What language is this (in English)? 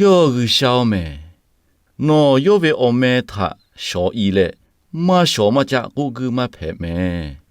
Lahu